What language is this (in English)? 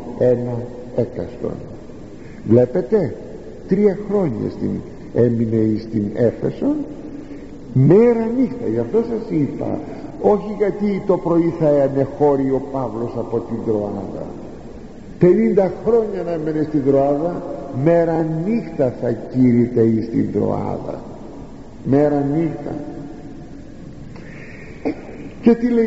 Greek